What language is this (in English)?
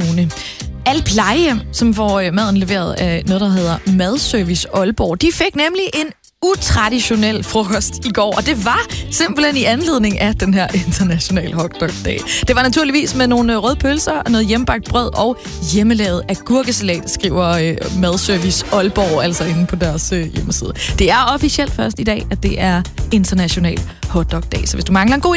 Danish